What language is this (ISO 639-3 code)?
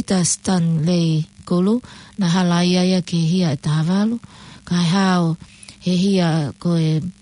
ton